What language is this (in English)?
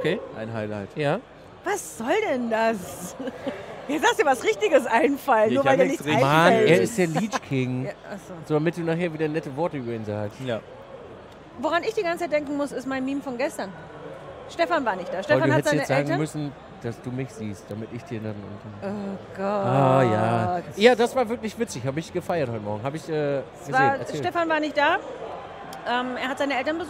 German